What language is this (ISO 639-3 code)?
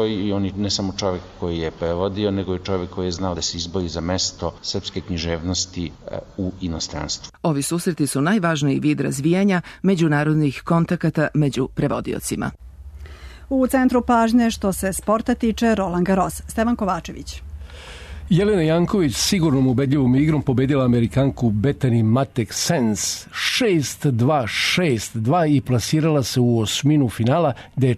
srp